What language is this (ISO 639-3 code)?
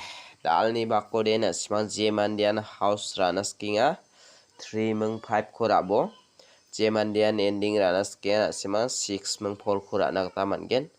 grt